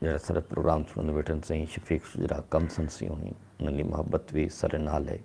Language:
Saraiki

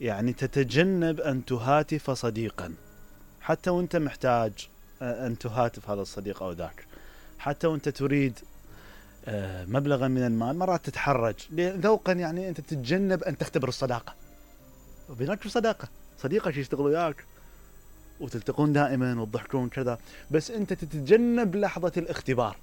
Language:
Mesopotamian Arabic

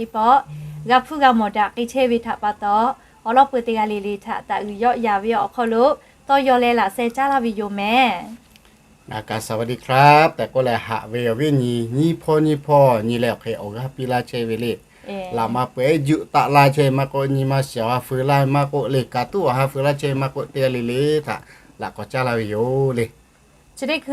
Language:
Lahu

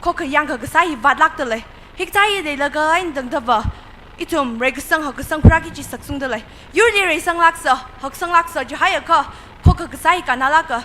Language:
Tangkhul Naga (India)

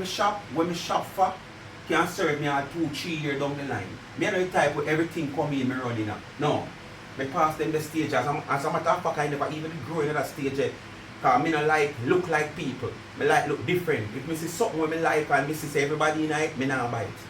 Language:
Jamaican Creole English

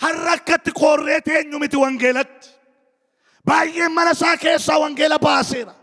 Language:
Oromo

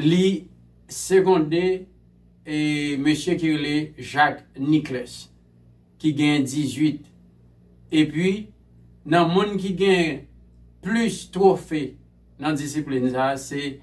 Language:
Haitian Creole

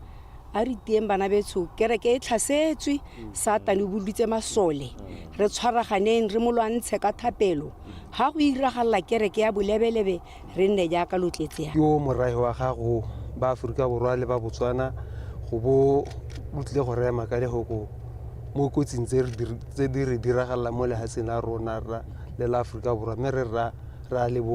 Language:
Tswana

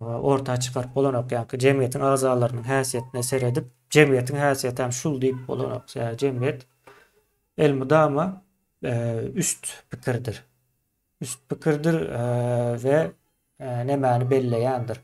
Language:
Turkmen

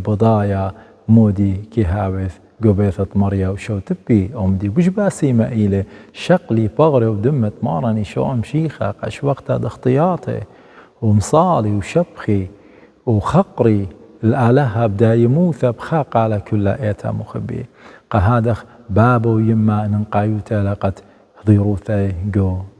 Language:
Assyrian Neo-Aramaic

